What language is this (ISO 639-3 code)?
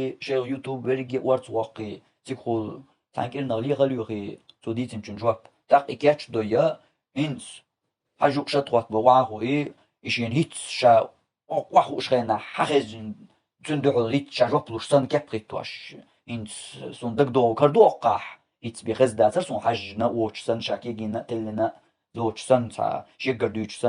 che